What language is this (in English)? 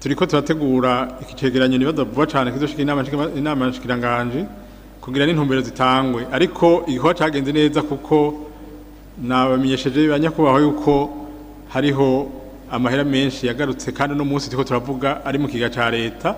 Rundi